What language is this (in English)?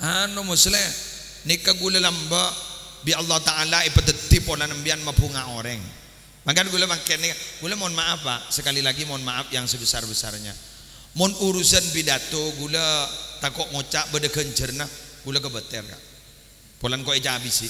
Madurese